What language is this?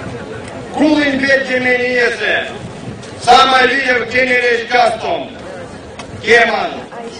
Erzya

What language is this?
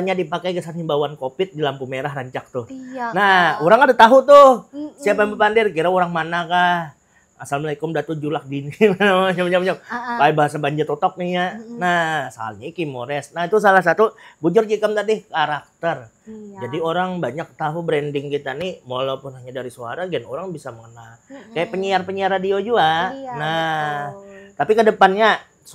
Banjar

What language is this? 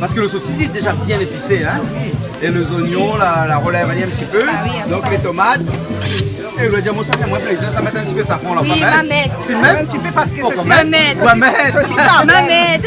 Réunion Creole French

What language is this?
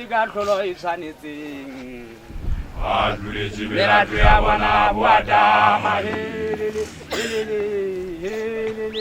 Southern Sotho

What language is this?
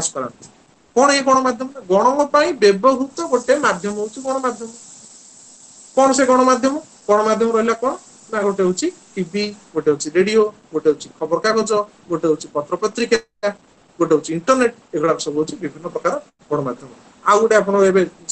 Odia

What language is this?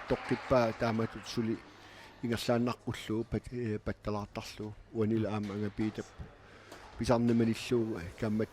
Kalaallisut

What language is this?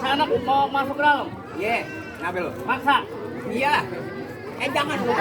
Betawi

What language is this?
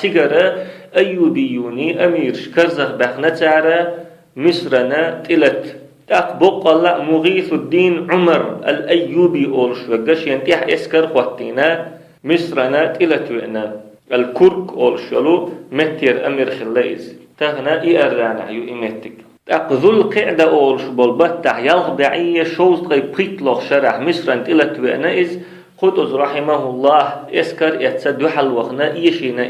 Chechen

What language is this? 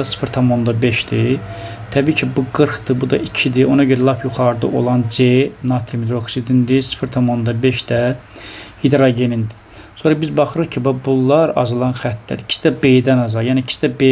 Azerbaijani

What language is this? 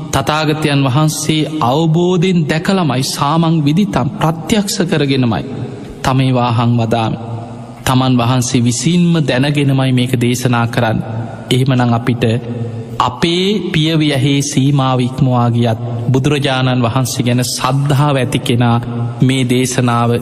Sinhala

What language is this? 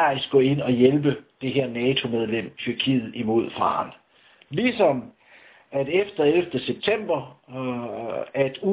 Danish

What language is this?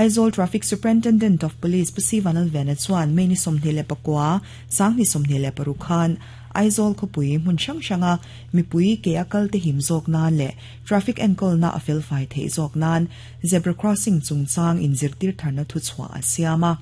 Mizo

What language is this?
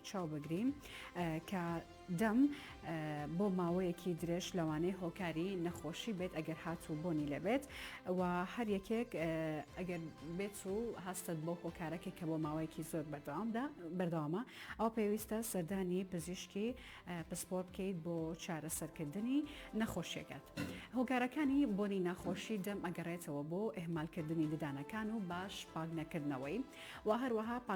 Central Kurdish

